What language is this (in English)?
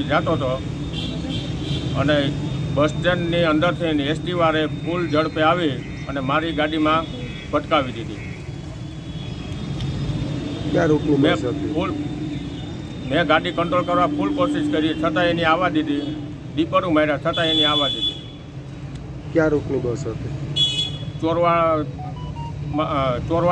Gujarati